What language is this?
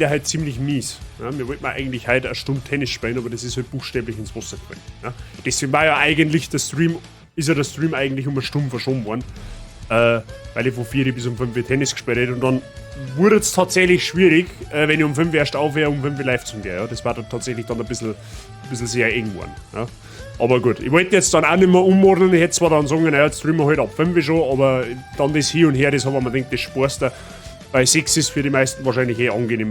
Bavarian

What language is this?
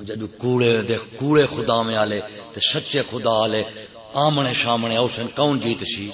Saraiki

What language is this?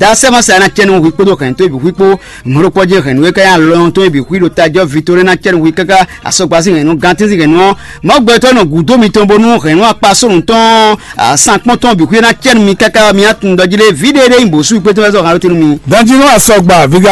Fon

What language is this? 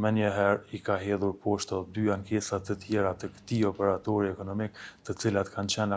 Albanian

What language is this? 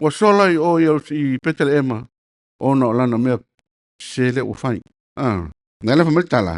Samoan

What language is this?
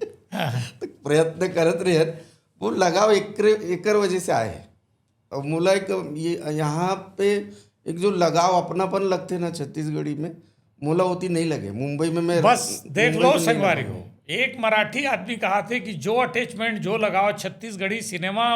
Chhattisgarhi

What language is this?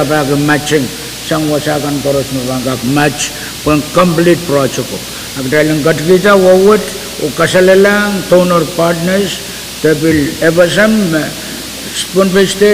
Pohnpeian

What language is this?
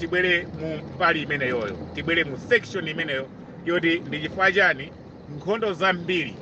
Nyanja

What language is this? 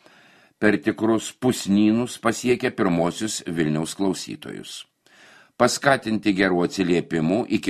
Lithuanian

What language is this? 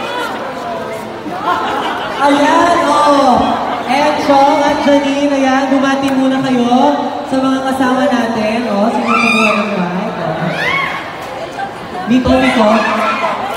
Filipino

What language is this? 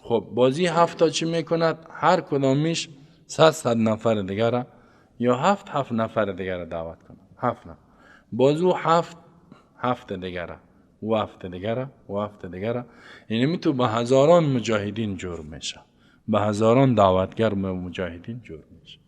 Persian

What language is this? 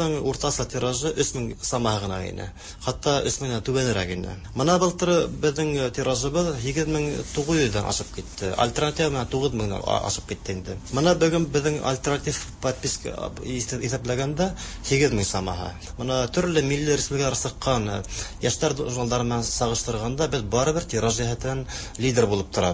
Tatar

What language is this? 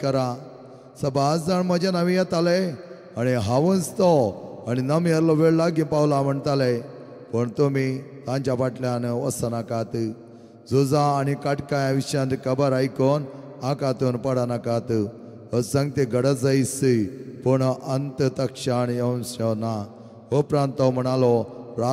Konkani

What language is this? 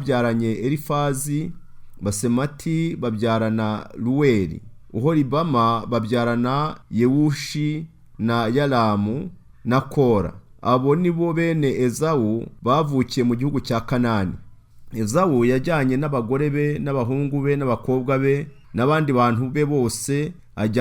Kinyarwanda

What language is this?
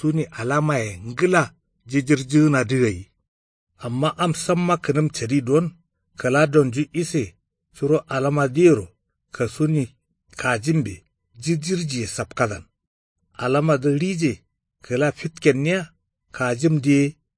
Kanuri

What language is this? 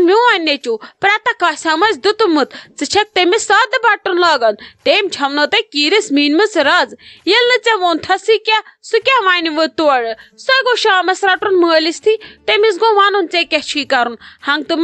Kashmiri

